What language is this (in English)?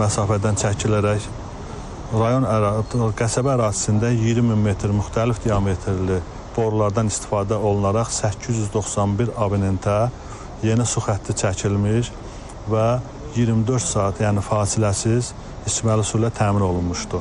Azerbaijani